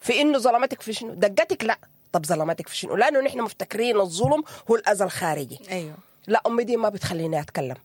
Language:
Sudanese Arabic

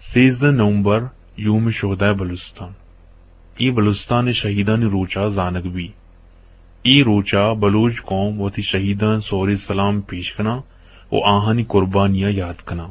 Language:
Eastern Balochi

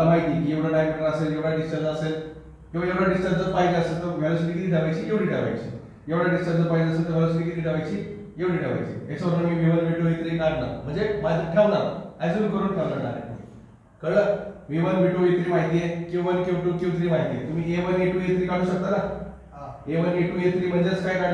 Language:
Marathi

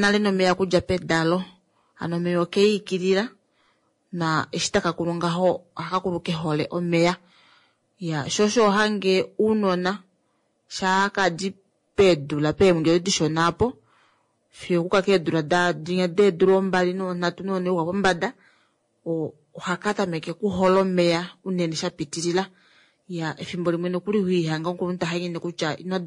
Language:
Kuanyama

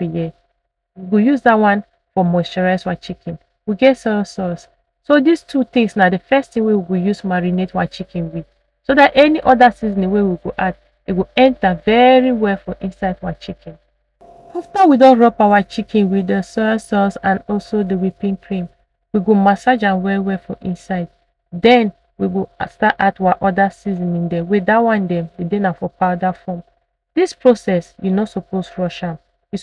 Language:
Nigerian Pidgin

